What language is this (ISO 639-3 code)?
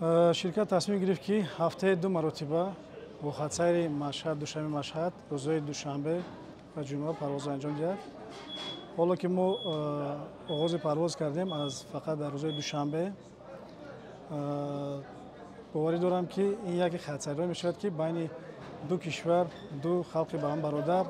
tgk